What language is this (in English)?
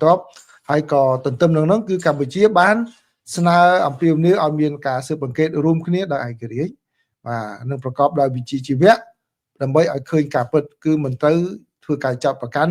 Khmer